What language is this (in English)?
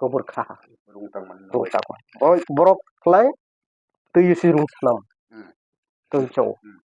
Kok Borok